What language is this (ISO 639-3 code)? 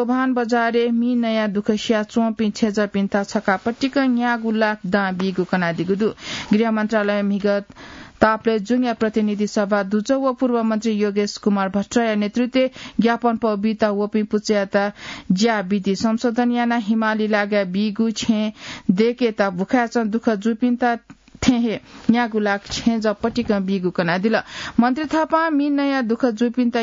new